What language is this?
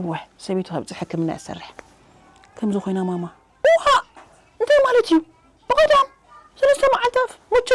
Tigrinya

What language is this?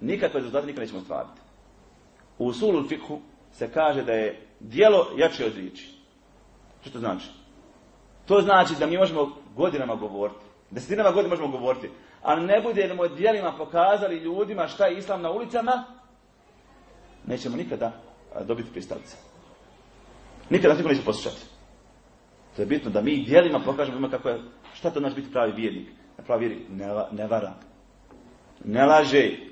Bosnian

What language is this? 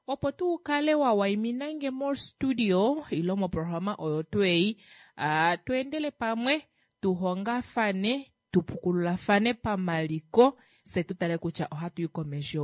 Kuanyama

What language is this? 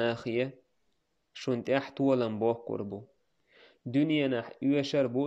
Chechen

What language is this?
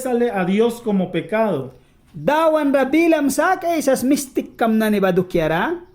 Mískito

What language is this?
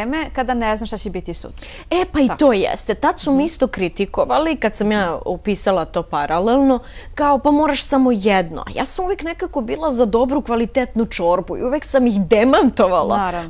Bosnian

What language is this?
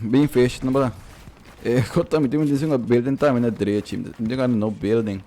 Papiamento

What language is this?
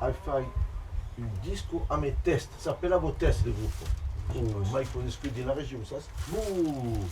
Occitan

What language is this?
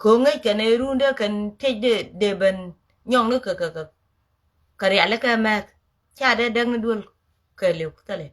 Nuer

